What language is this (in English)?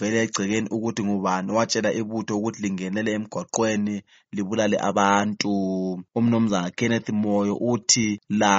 North Ndebele